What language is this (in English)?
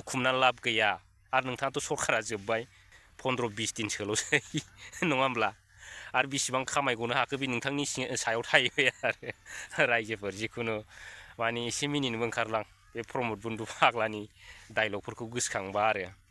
Bodo